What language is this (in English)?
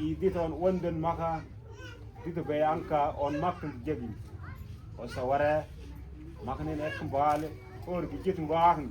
Mabaan